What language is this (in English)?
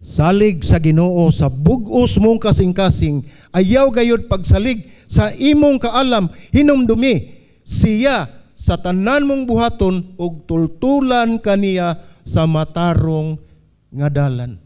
Cebuano